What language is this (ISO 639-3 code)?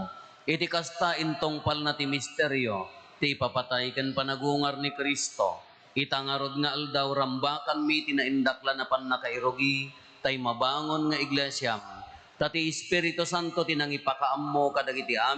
ilo